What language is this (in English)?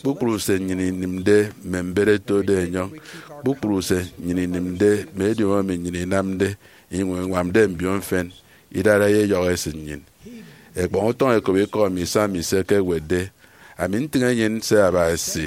Efik